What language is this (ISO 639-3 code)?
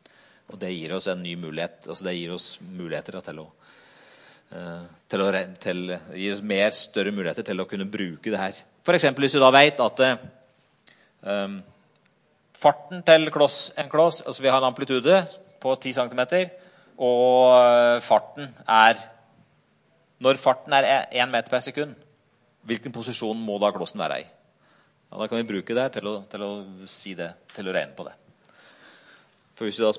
nor